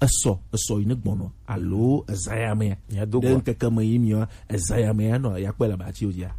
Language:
Gen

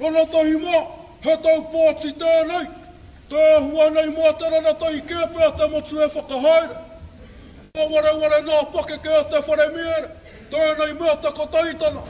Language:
Māori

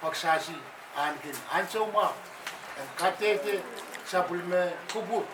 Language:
Pohnpeian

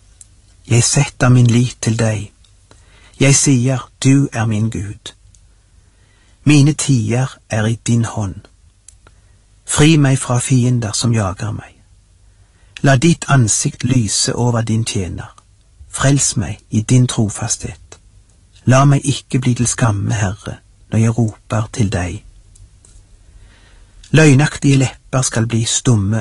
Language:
Norwegian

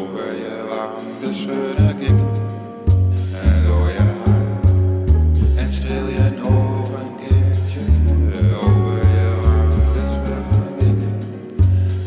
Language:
Dutch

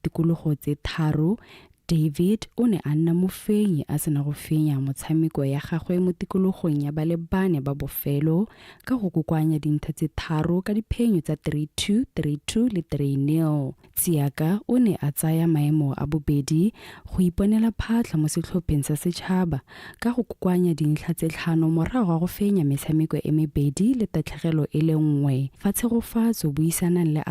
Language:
Tswana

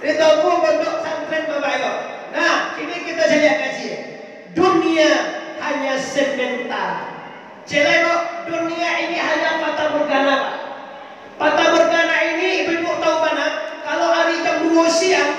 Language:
Minangkabau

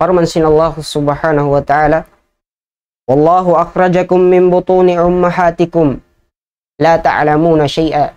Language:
Tausug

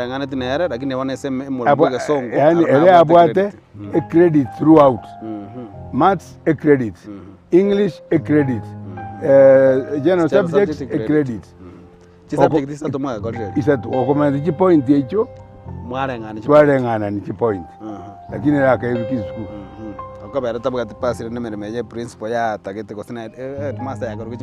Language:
Gusii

